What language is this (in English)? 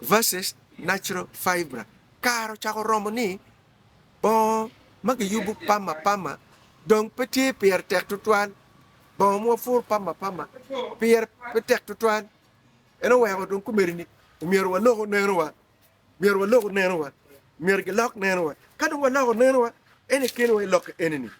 Acoli